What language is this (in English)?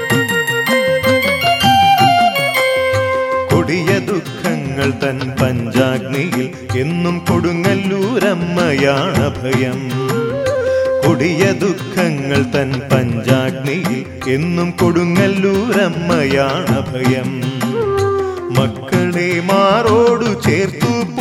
Malayalam